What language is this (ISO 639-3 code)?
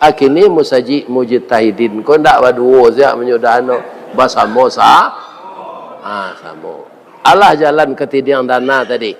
min